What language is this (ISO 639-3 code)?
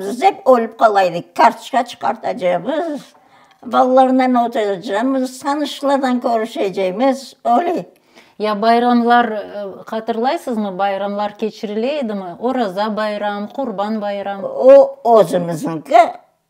crh